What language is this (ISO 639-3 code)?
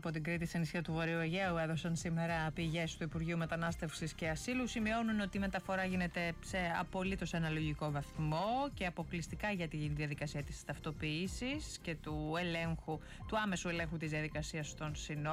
ell